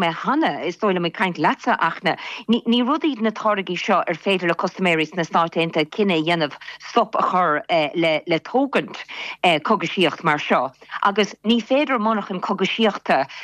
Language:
Irish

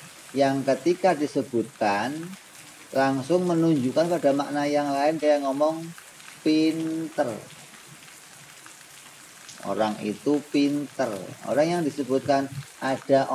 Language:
Indonesian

